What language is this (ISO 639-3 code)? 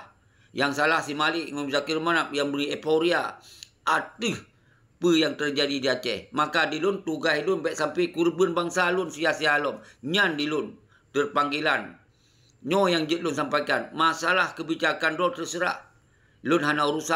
ace